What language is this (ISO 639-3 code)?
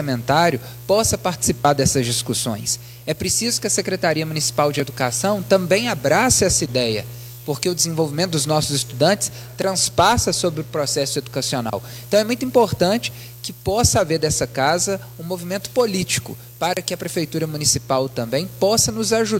por